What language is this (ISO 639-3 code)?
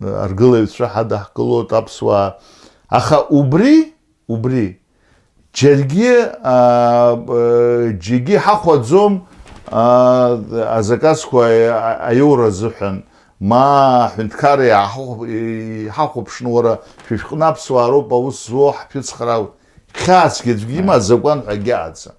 abk